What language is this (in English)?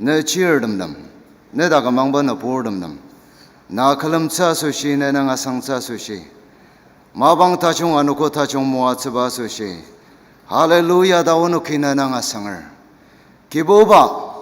Ao Naga